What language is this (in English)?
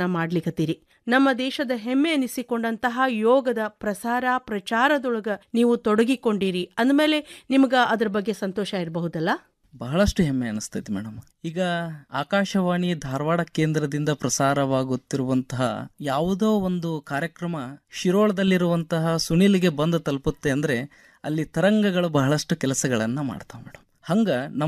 Kannada